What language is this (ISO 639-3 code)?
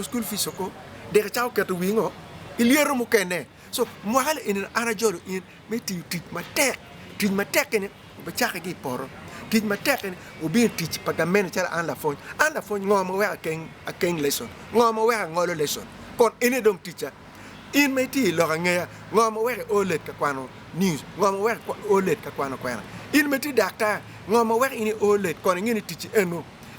ach